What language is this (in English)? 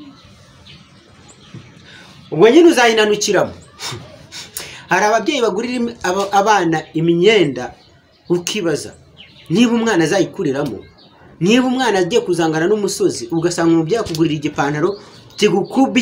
Kinyarwanda